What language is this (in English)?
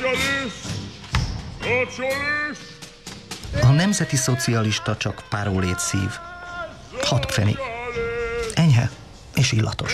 Hungarian